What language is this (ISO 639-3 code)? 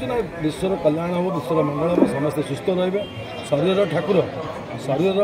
ori